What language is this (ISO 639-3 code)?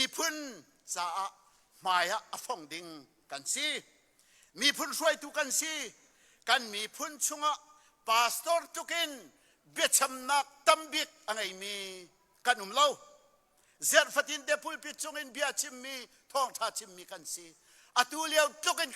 cnh